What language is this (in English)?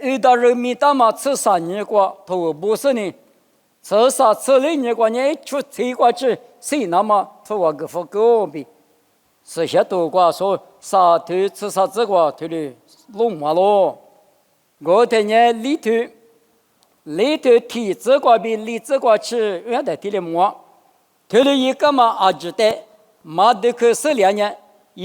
Lisu